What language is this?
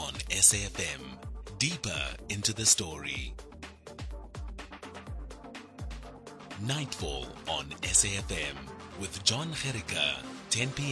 English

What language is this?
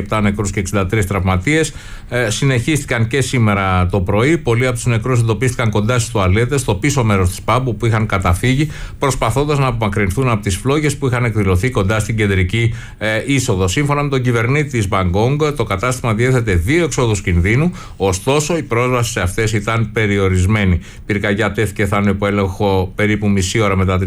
Greek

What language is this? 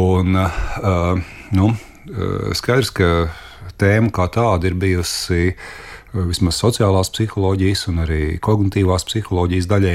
Latvian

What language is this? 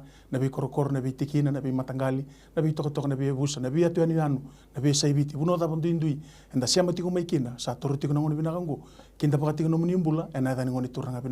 Fijian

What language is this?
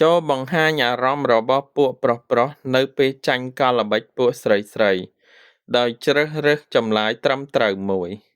Khmer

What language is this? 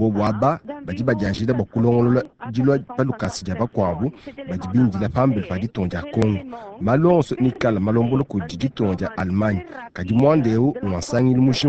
Luba-Lulua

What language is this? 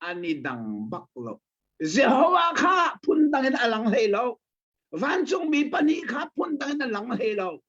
Hakha Chin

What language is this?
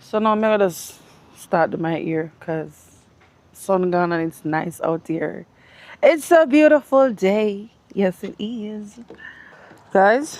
Jamaican Creole English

